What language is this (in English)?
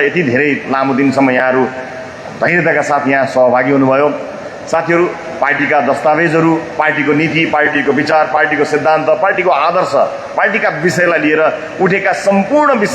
Nepali